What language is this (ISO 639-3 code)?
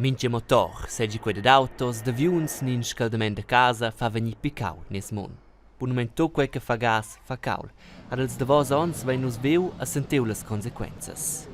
roh